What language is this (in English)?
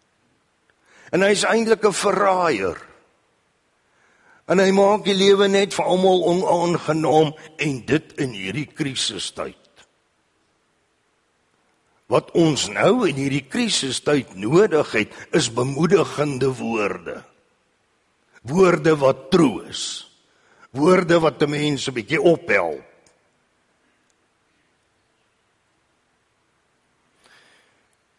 Afrikaans